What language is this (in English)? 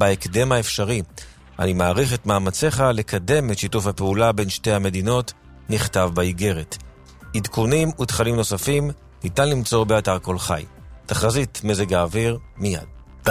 Hebrew